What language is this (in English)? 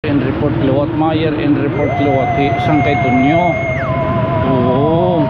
Waray